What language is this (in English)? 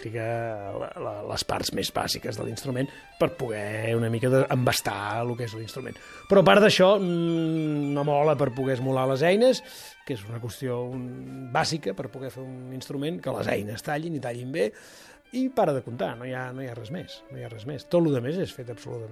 Catalan